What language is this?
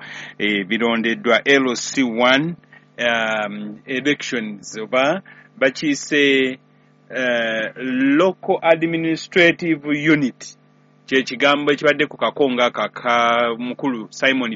Ganda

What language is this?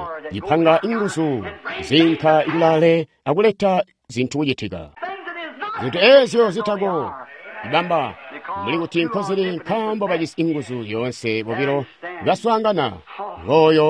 Tonga (Zambia)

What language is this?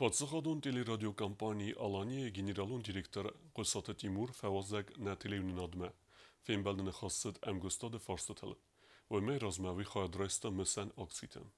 Ossetic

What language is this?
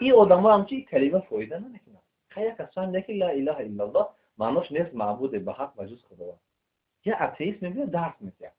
Tajik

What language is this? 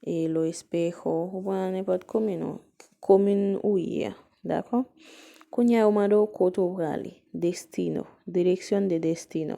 Haitian Creole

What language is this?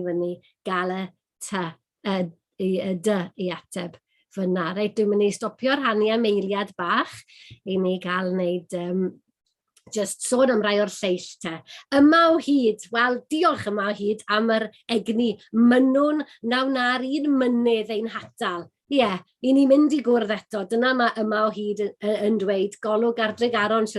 Welsh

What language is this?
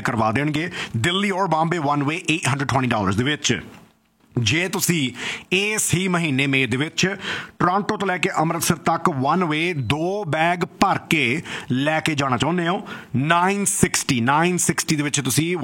Punjabi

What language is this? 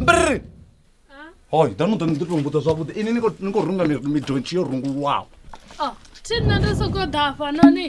Venda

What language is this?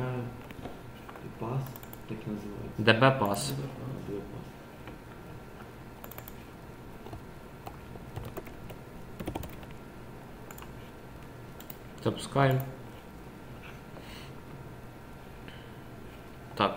Ukrainian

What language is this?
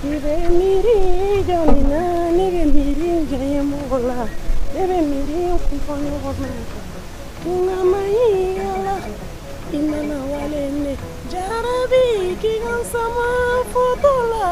Bambara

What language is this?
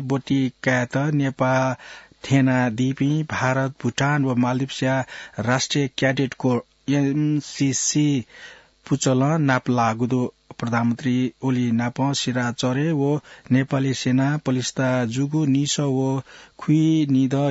Newari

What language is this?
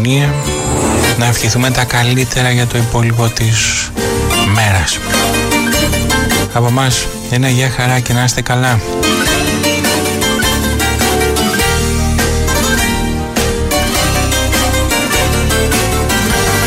Greek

